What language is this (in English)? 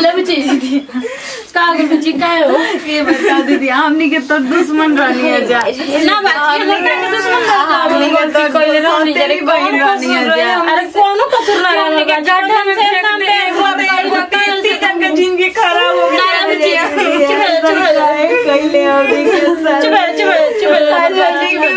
Bhojpuri